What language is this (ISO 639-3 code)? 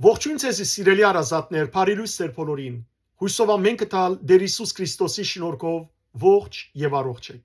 hyw